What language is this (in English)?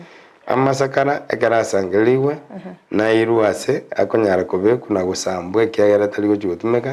Gusii